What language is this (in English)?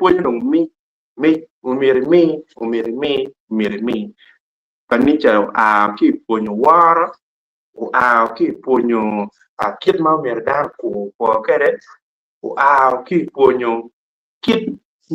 Acoli